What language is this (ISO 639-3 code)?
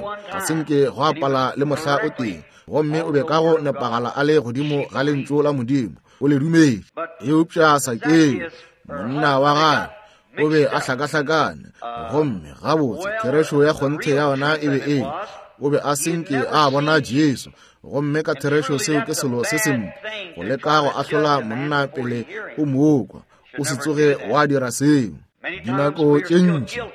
nso